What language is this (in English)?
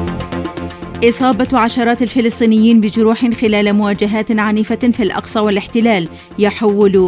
Arabic